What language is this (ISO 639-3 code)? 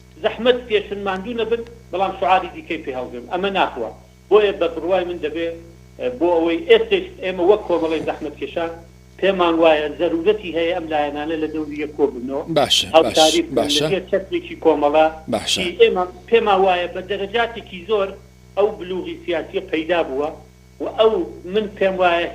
ckb